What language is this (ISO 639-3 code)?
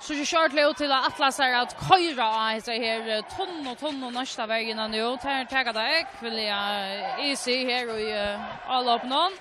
fao